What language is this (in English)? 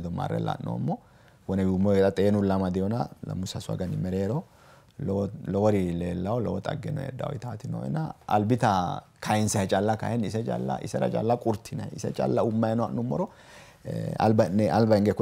Sidamo